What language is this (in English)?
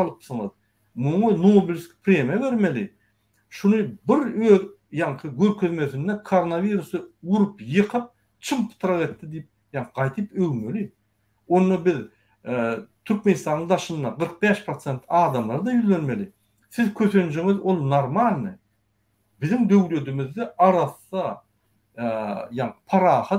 Turkmen